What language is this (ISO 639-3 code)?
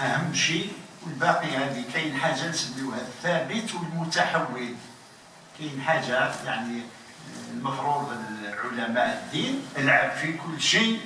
arq